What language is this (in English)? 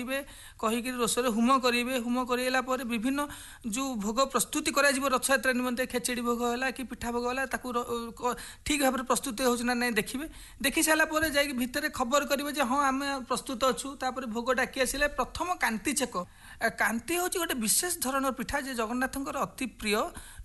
Odia